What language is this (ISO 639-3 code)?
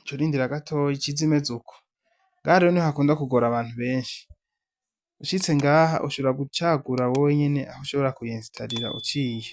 run